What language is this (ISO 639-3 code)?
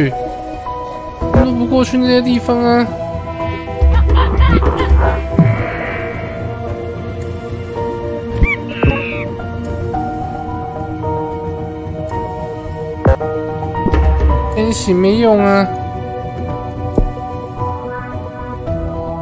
zho